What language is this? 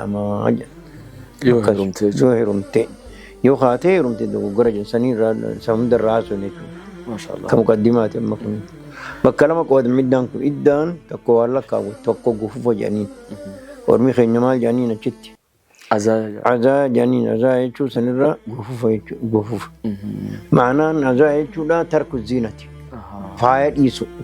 Oromo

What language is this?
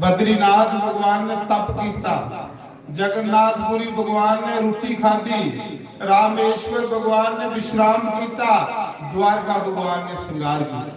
Dogri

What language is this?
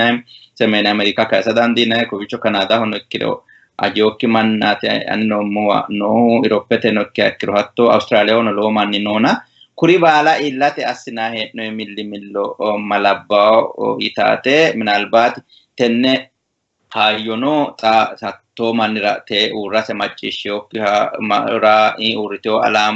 Sidamo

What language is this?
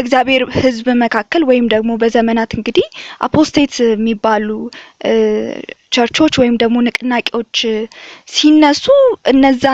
Amharic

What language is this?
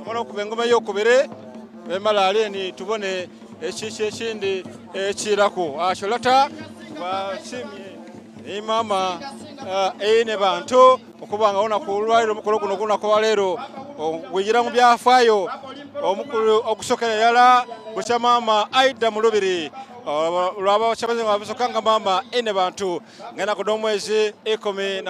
Soga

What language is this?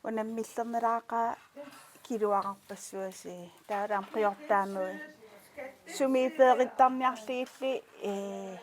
Kalaallisut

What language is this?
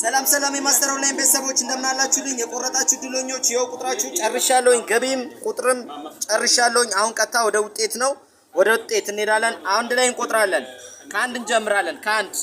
Amharic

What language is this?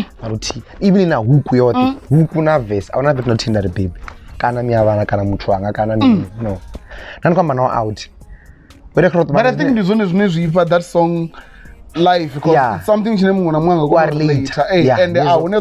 Venda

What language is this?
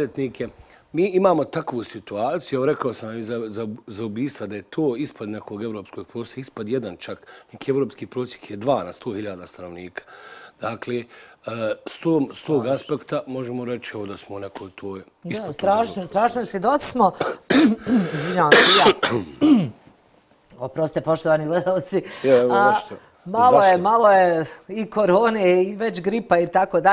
Bosnian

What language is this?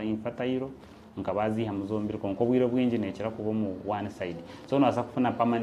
Nyankole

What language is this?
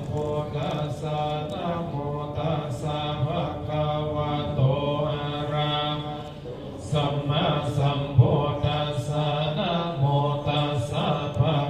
Pali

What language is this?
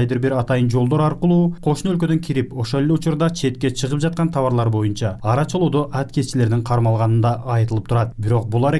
Kyrgyz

